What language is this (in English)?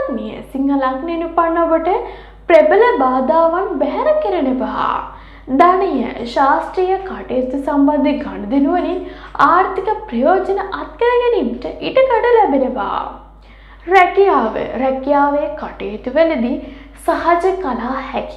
Sinhala